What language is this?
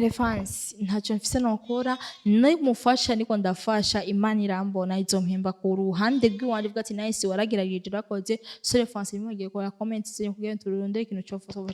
Rundi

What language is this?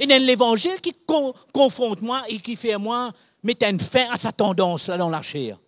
Morisyen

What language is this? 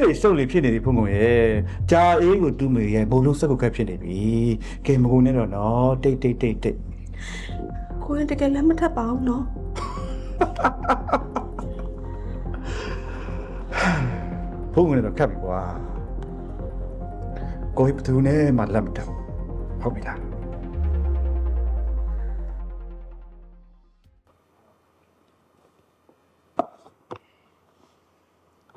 Burmese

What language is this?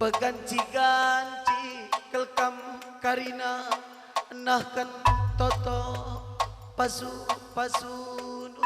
Batak Karo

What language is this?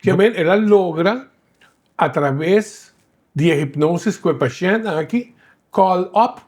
Papiamento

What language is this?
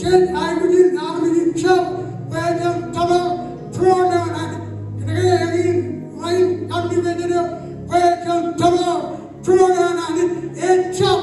Marshallese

